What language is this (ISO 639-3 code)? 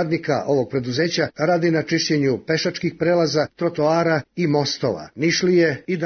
srp